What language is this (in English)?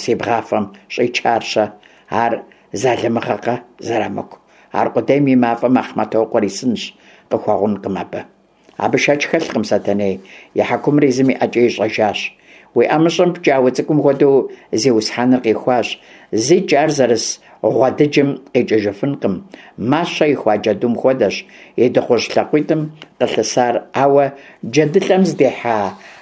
Kabardian